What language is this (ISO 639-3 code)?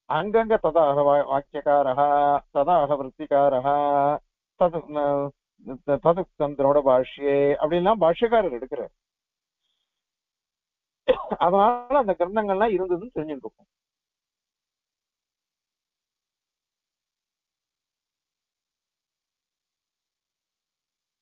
tam